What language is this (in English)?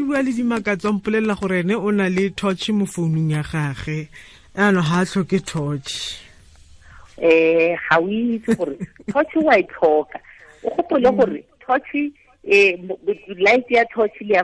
Tswana